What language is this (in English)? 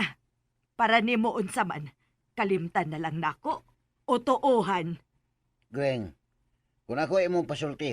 Cebuano